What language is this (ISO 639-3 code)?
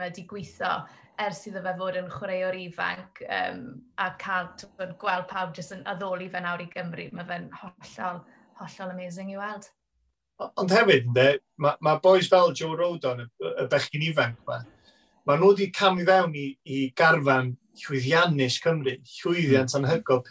cym